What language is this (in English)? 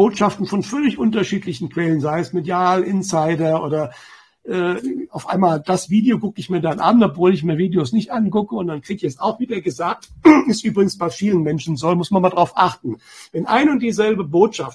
German